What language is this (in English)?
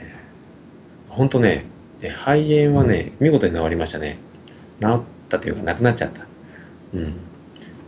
Japanese